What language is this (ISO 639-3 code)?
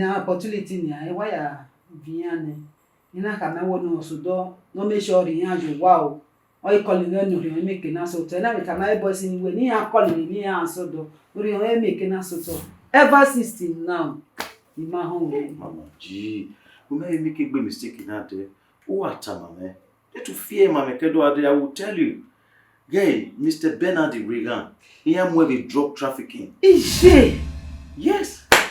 bin